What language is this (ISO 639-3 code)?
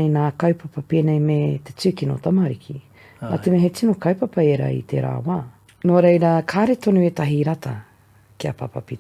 mri